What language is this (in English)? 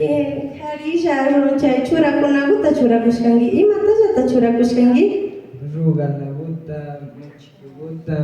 Imbabura Highland Quichua